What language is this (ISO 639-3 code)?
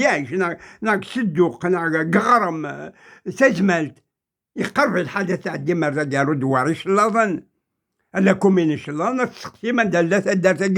kab